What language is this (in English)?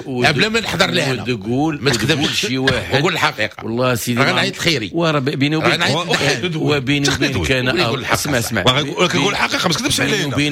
Moroccan Arabic